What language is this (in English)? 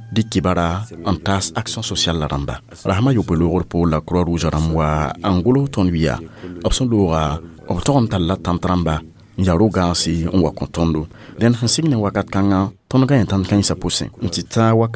Mossi